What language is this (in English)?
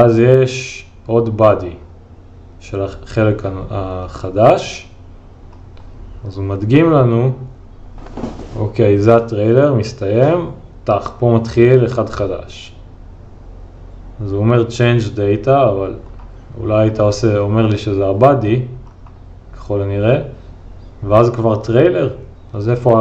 Hebrew